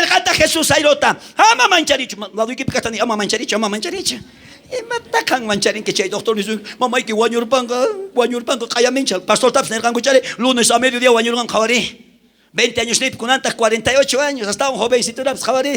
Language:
South Bolivian Quechua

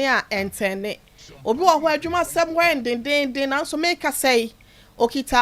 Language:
Akan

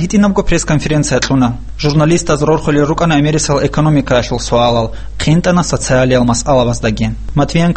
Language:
Avaric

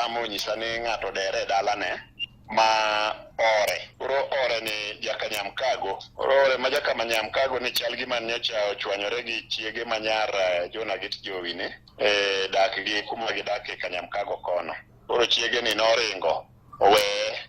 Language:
Luo (Kenya and Tanzania)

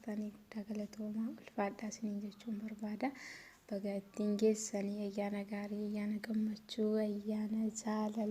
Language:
Oromo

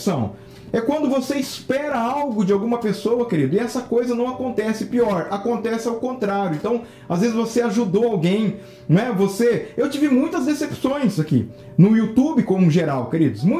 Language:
Portuguese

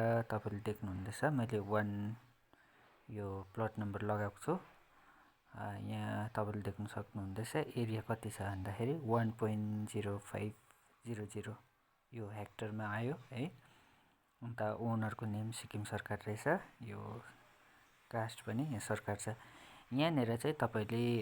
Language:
Nepali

